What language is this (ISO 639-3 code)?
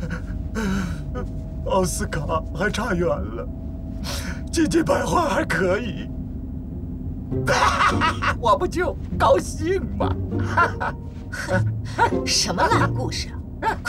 zho